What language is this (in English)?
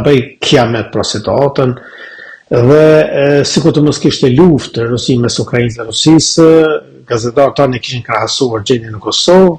Albanian